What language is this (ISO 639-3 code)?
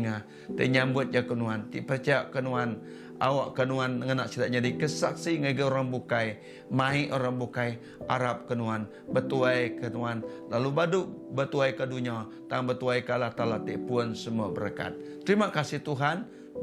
iba